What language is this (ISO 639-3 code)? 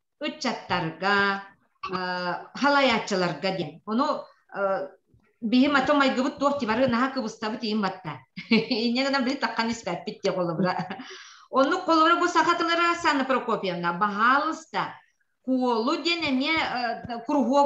sah